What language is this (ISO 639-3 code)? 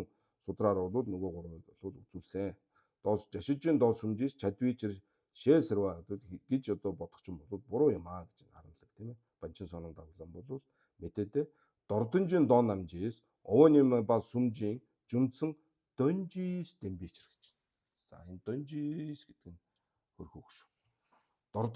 mon